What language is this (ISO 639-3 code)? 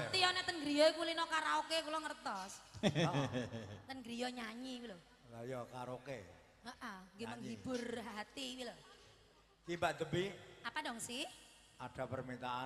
jav